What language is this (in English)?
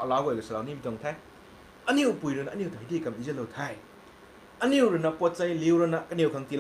Rongmei Naga